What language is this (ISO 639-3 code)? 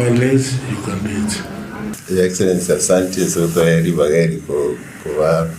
guz